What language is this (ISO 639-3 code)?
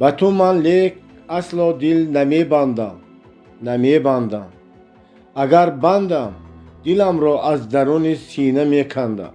tgk